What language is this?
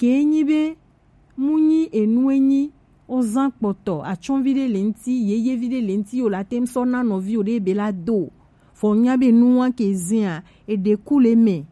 Gen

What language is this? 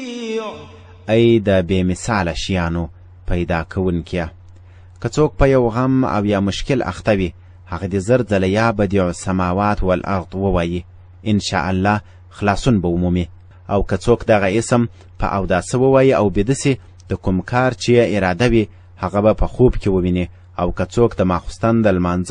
Pashto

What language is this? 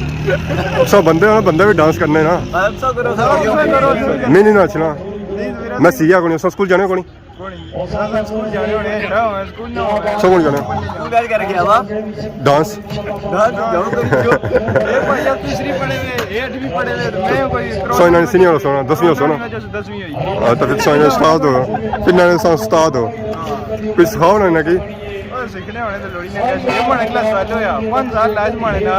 Pahari-Potwari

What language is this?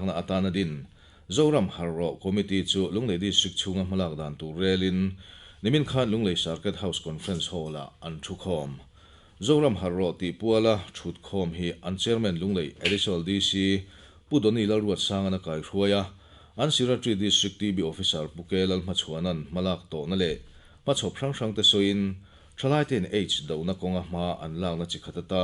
Mizo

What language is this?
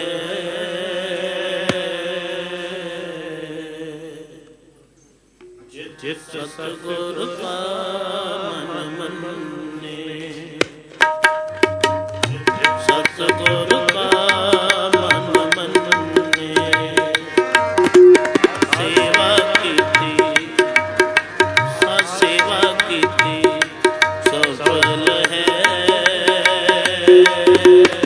Punjabi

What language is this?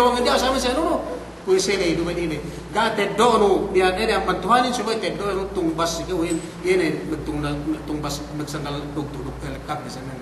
Yakan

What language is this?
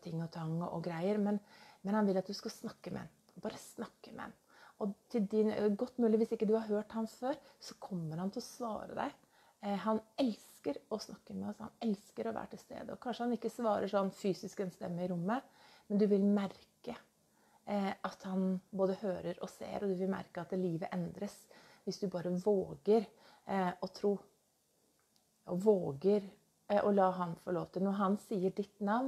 Norwegian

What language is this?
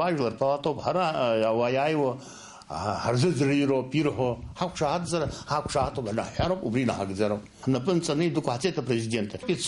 Abkhazian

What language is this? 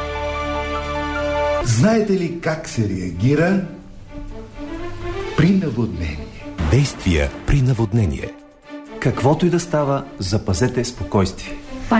Bulgarian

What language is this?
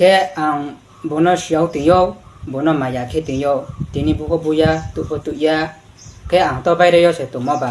Riang (India)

